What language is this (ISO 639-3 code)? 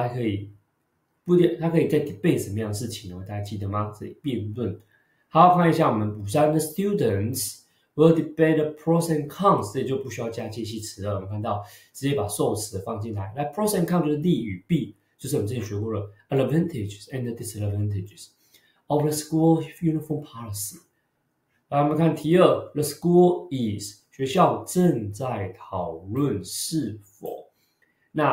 zho